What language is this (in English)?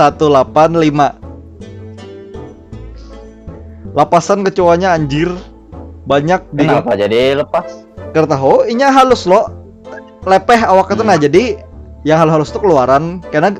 Banjar